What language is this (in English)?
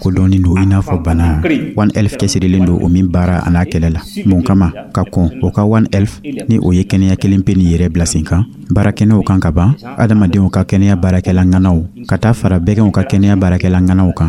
Dyula